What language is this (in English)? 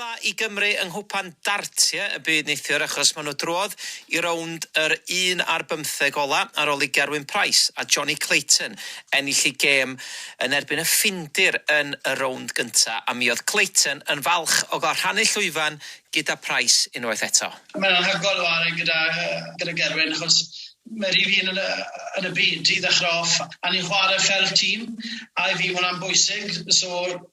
Welsh